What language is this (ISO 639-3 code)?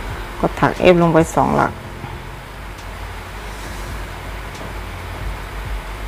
tha